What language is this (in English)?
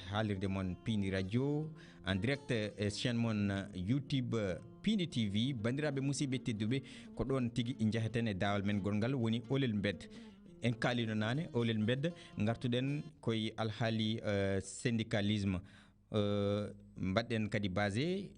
Fula